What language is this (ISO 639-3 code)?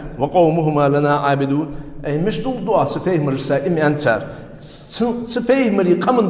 inh